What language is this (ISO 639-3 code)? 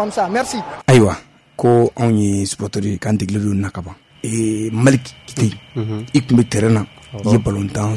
bam